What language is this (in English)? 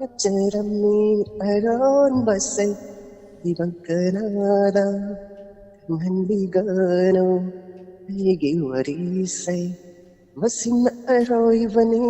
Manipuri